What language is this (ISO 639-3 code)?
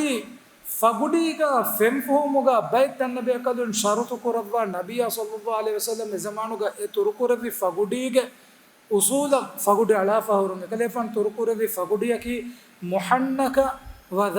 div